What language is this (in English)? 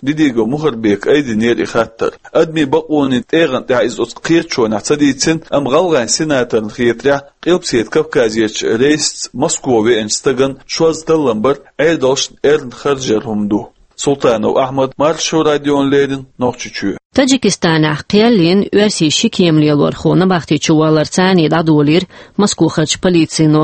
Chechen